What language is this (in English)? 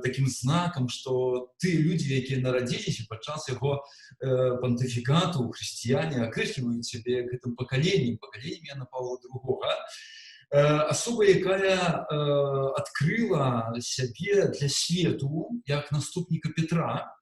Belarusian